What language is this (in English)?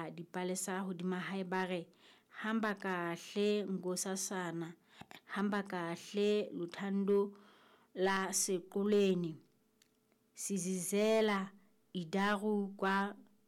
Southern Sotho